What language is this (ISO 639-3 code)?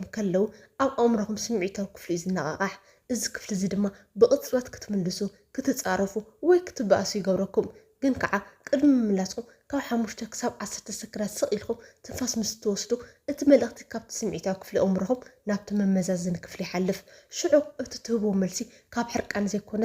tir